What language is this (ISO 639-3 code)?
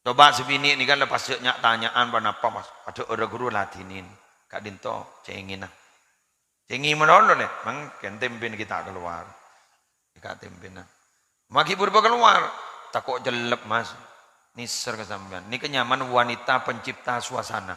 mad